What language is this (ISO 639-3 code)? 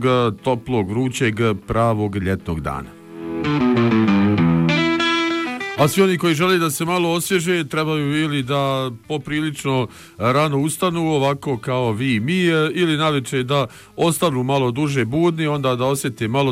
bos